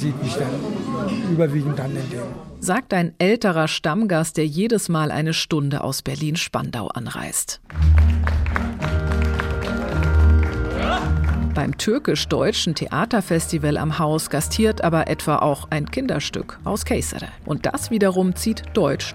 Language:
German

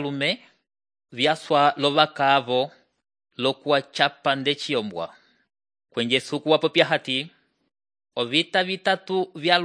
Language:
Umbundu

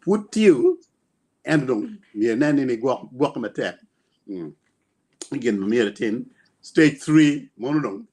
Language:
Acoli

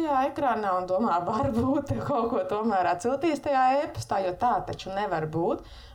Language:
Latvian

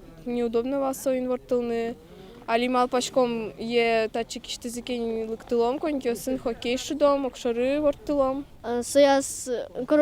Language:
Udmurt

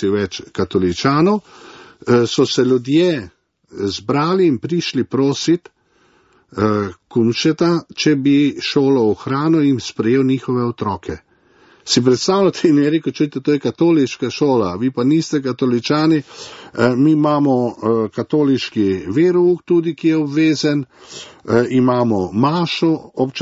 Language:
Slovenian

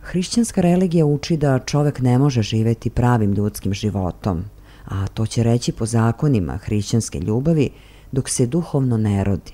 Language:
Serbian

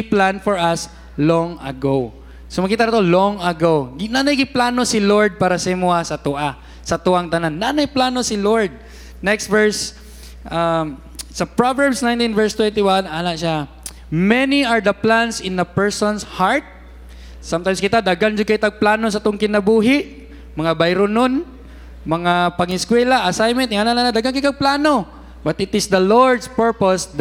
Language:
Cebuano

